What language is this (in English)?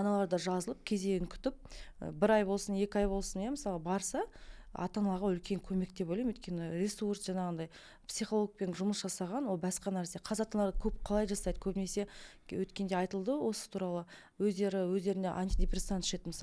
Kazakh